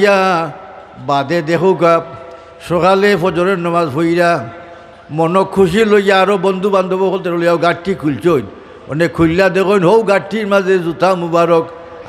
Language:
Sylheti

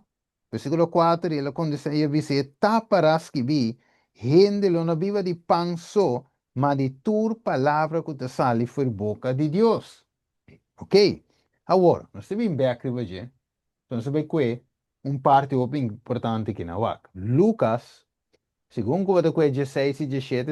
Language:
Papiamento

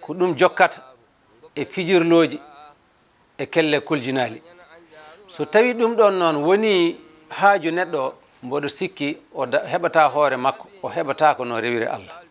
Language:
Fula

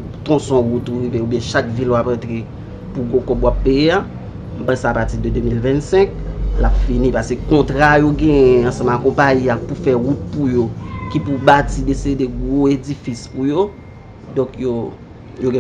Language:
Haitian Creole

